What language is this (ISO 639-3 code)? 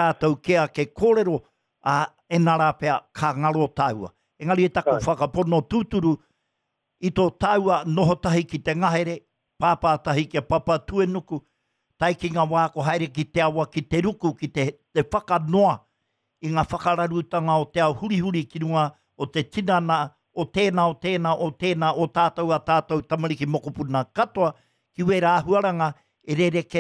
mri